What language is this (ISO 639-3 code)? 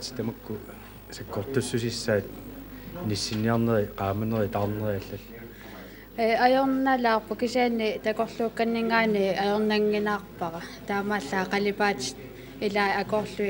kal